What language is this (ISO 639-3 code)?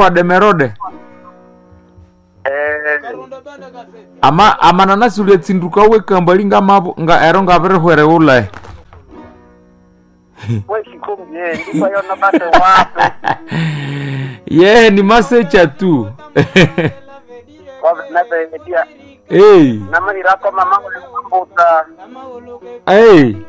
swa